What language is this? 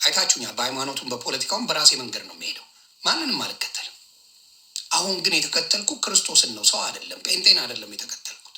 Amharic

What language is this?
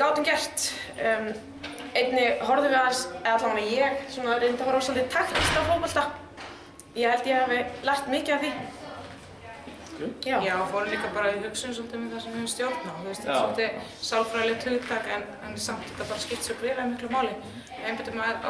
Icelandic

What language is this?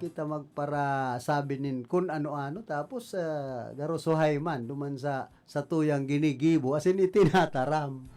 Bikol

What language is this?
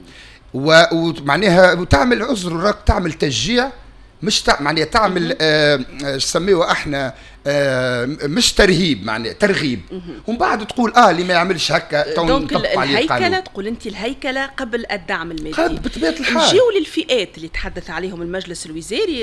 Tunisian Arabic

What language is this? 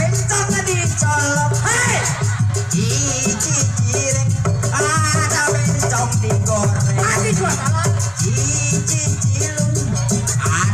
Betawi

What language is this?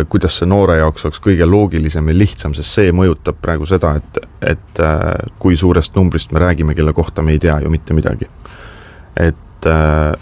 Estonian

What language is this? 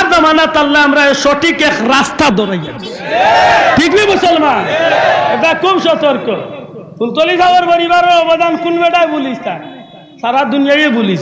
Sylheti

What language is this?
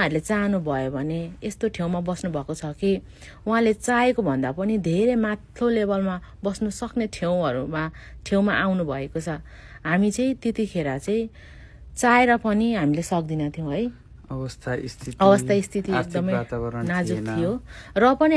Nepali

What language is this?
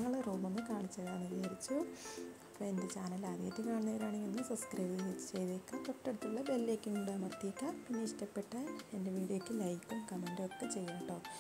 Malayalam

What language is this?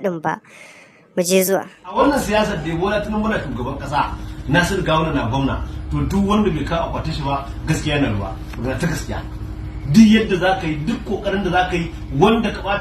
Hausa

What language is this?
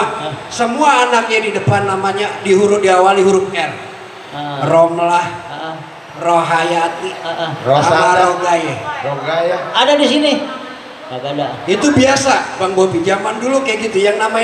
Betawi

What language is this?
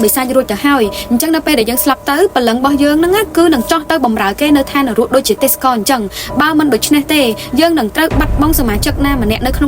Khmer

